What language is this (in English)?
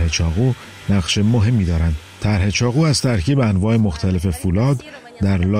Persian